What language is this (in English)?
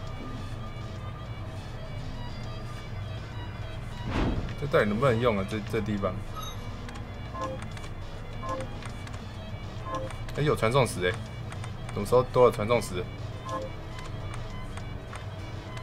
Chinese